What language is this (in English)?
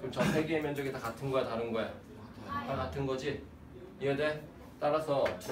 Korean